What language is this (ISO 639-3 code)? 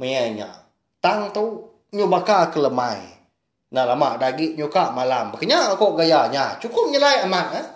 iba